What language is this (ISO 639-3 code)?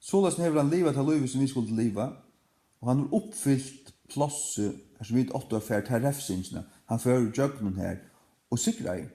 fao